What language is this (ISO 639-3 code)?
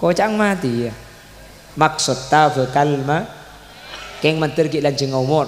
mad